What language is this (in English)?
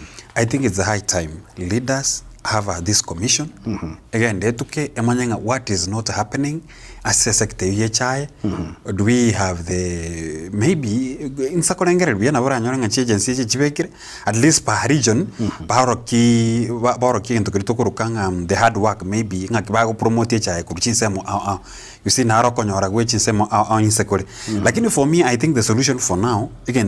Gusii